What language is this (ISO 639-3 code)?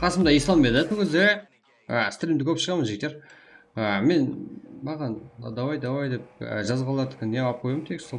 kaa